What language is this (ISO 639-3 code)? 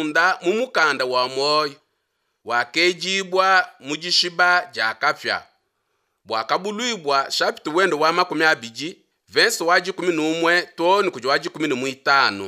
lua